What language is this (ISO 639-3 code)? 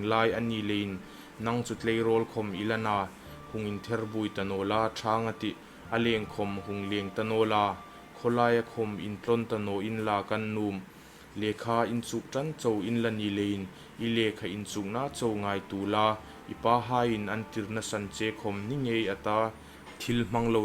hmr